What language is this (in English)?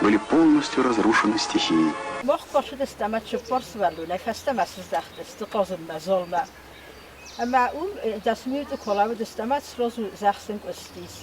Ossetic